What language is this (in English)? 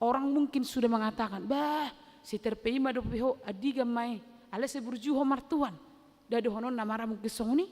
Batak Toba